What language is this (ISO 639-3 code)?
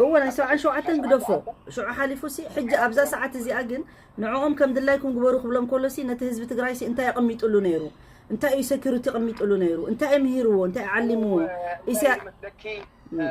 tir